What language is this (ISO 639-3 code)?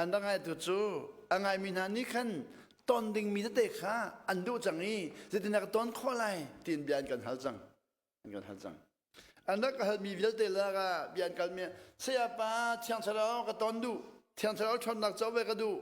cnh